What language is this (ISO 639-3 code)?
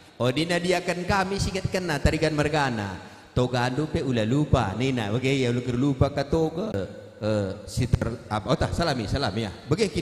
btx